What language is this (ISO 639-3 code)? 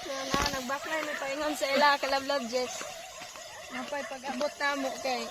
ceb